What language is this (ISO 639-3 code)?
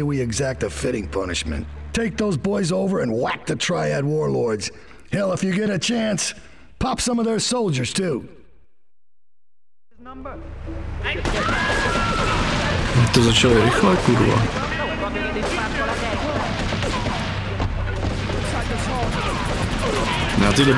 ces